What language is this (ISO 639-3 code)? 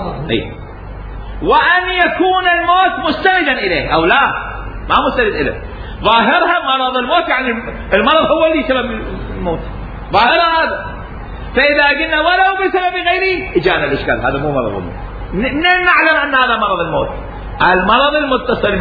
acm